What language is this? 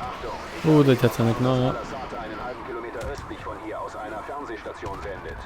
Swiss German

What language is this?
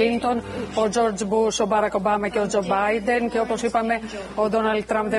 Greek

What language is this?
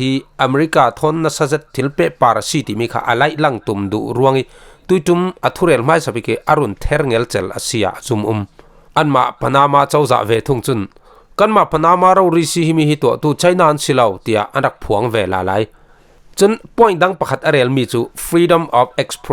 Falam Chin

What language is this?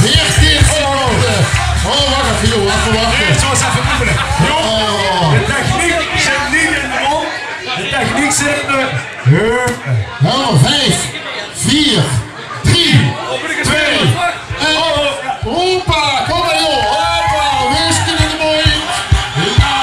Limburgish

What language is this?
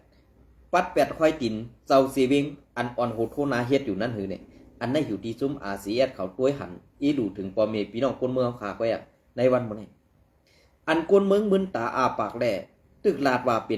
Shan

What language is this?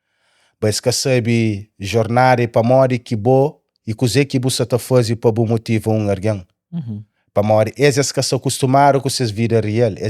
Kabuverdianu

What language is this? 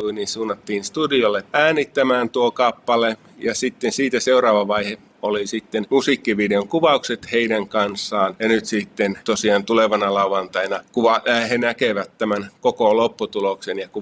Finnish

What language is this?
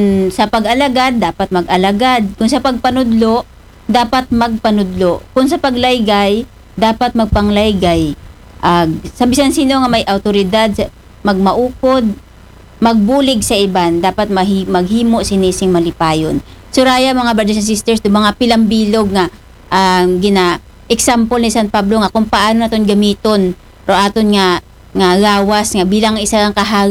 Aklanon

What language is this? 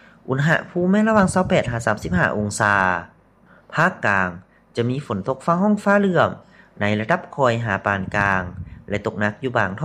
Lao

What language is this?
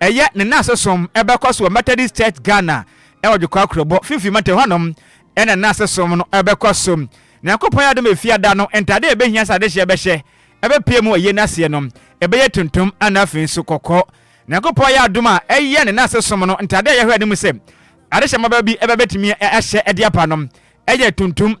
Akan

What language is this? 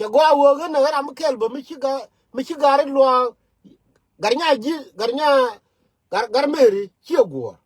Nuer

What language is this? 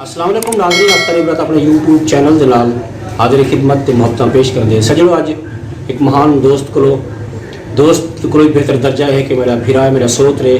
Saraiki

